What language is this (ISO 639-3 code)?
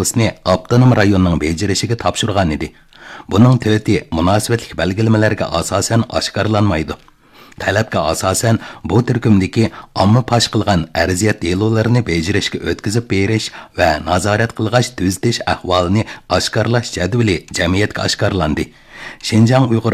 uig